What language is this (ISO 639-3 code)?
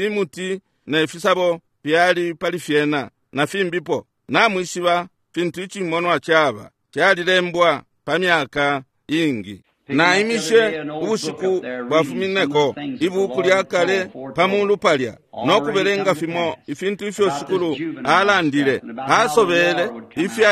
bem